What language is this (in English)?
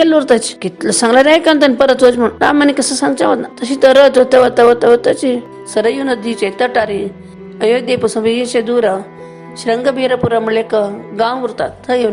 Konkani